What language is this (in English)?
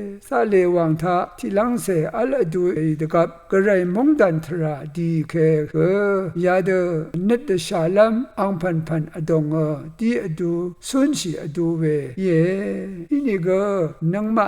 Rawang